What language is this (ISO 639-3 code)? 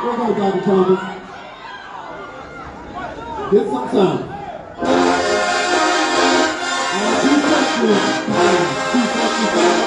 eng